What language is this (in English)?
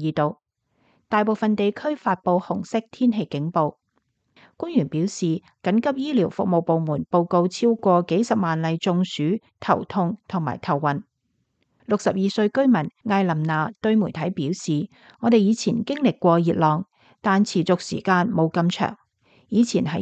Cantonese